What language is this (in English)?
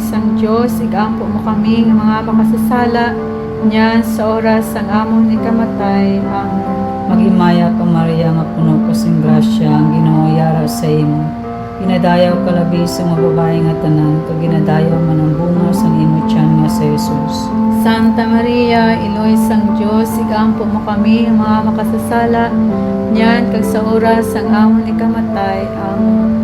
Hiligaynon